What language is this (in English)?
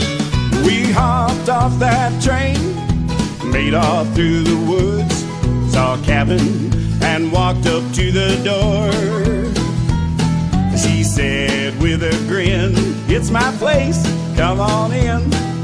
English